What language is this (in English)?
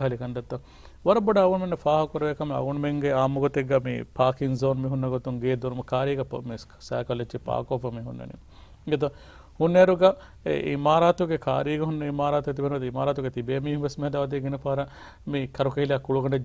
Divehi